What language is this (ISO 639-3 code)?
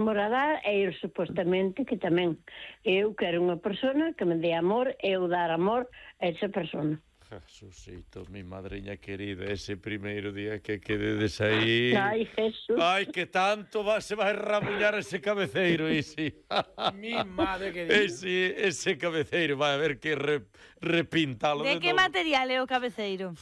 glg